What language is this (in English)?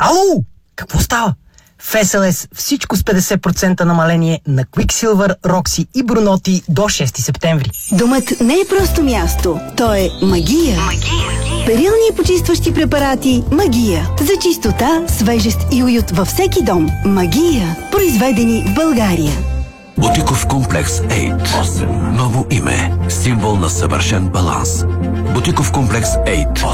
Bulgarian